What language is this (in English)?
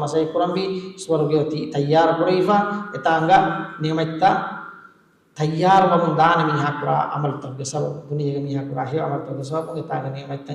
Divehi